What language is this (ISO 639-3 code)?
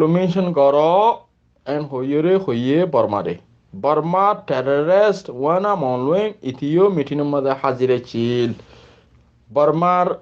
rhg